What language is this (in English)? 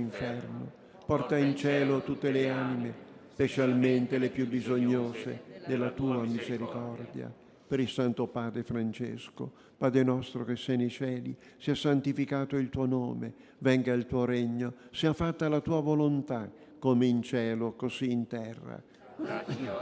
Italian